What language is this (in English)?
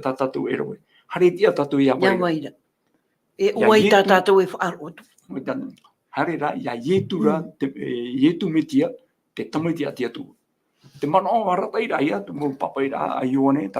Tahitian